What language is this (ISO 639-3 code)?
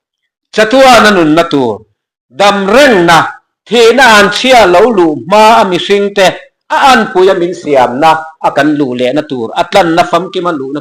lus